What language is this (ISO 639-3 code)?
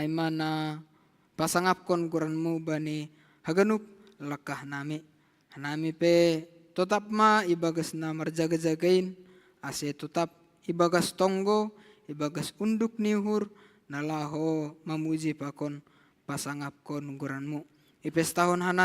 bts